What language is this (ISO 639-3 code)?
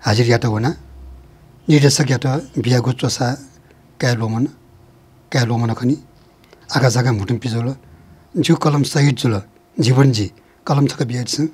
new